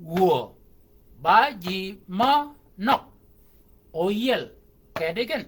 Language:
Shilluk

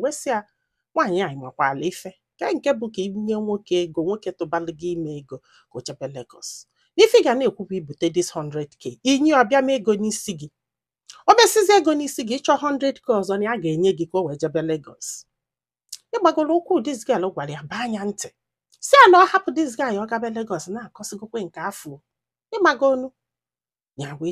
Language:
Igbo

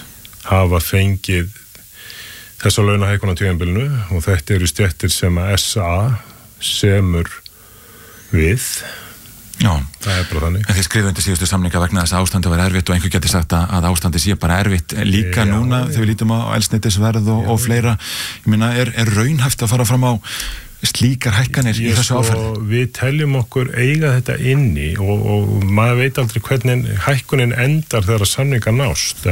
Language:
Icelandic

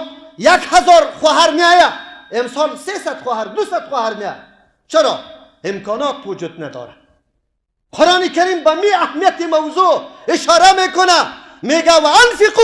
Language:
Persian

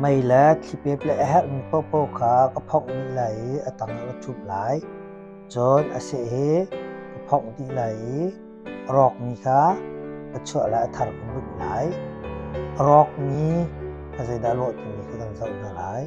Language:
Hakha Chin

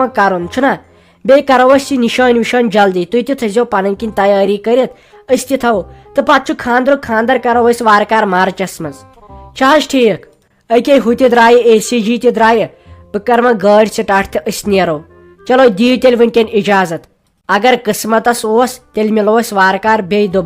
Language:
Kashmiri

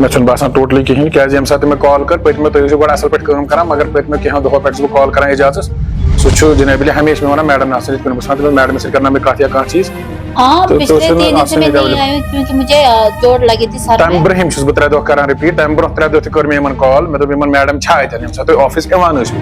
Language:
Kashmiri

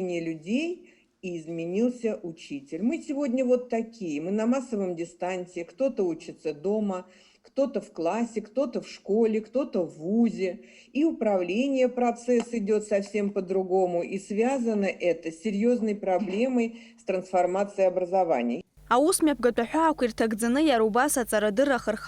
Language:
Abkhazian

